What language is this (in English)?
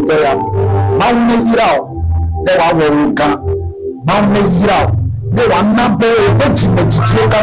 Ewe